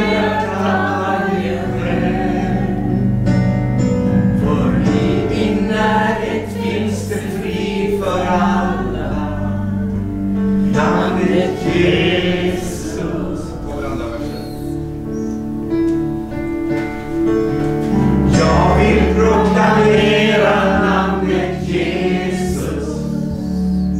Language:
Swedish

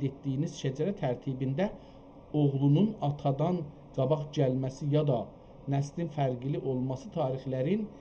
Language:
South Azerbaijani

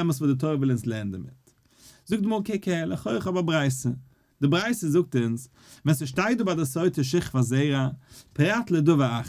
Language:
Yiddish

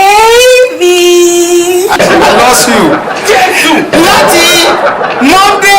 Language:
Yoruba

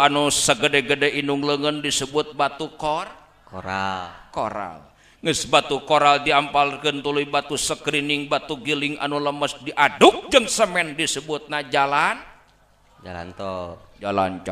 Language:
Sundanese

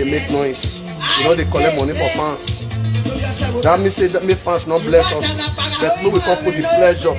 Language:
Nigerian Pidgin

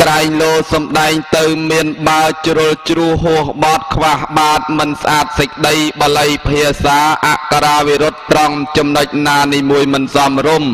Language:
Khmer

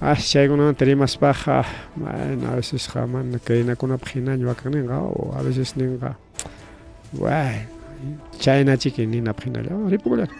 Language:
Ayacucho Quechua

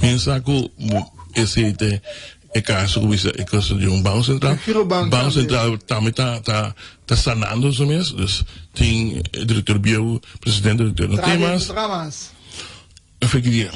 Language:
Papiamento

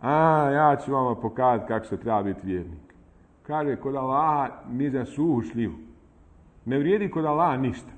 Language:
Bosnian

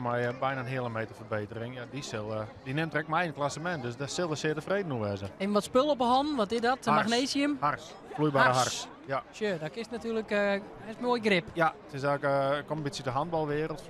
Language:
Western Frisian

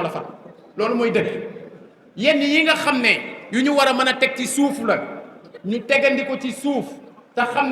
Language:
Wolof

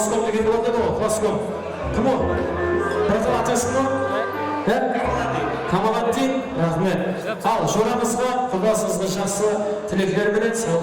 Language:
Kara-Kalpak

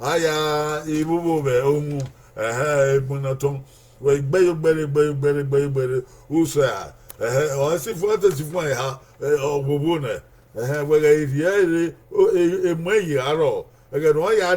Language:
Bini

